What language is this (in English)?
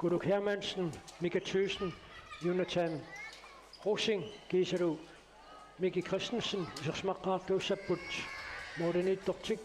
Kalaallisut